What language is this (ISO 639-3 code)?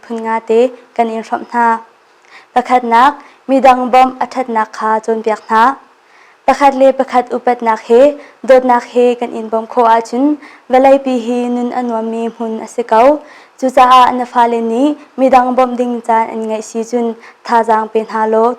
cnh